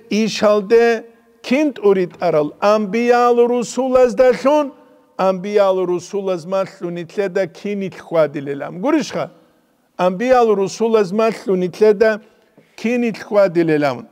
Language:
Avaric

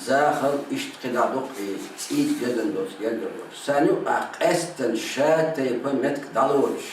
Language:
Chechen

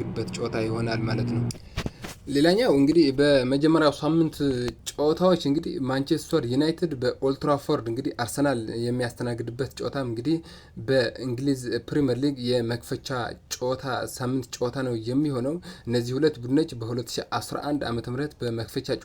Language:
Amharic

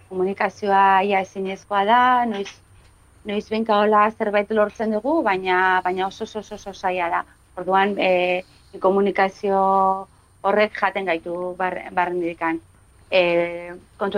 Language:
Basque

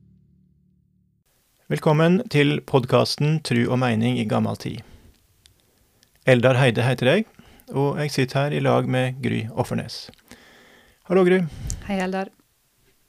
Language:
Norwegian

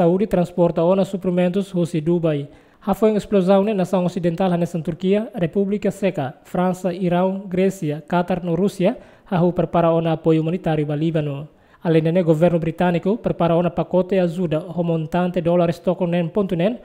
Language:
Tetum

